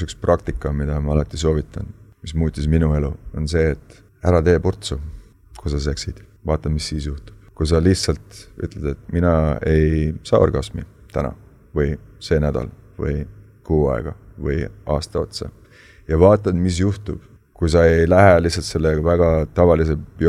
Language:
Estonian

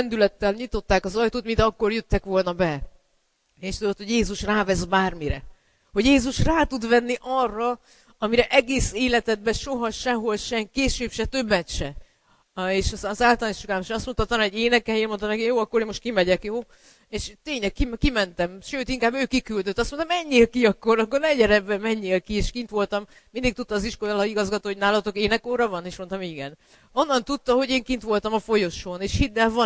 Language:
Hungarian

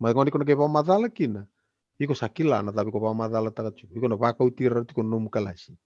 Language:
Fijian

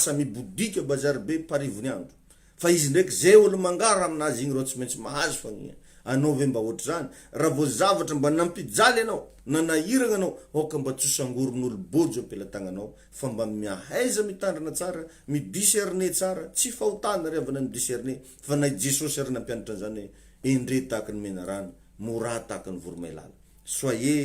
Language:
Malagasy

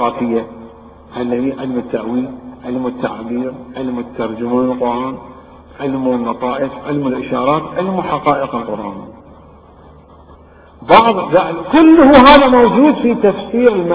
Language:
Arabic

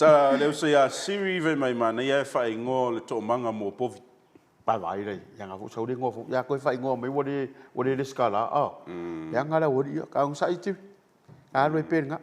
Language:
Samoan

